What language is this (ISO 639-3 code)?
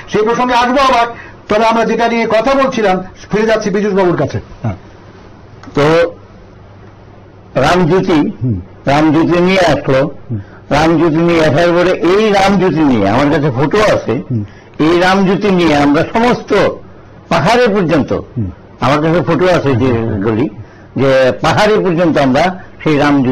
ben